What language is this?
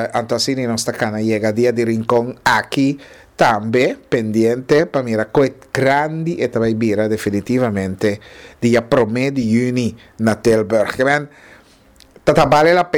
Papiamento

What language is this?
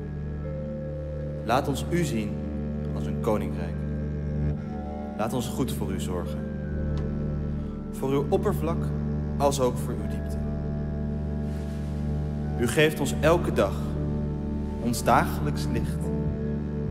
Dutch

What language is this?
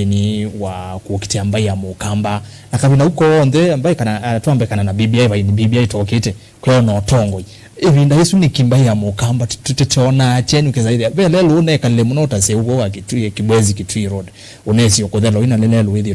Kamba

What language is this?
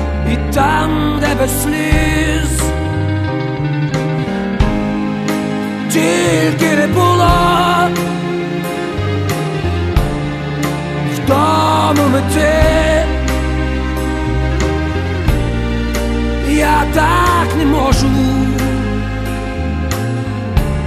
Ukrainian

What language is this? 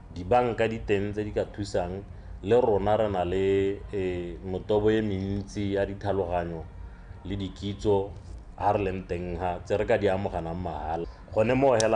Tswana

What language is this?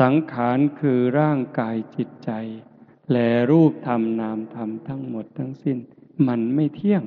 Northeastern Thai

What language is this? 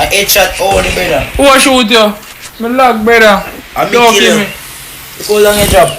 Jamaican Creole English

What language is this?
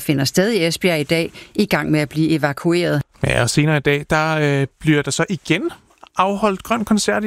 Danish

